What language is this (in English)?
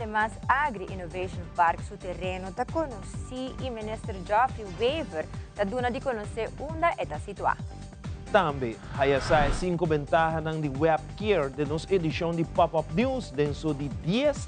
Papiamento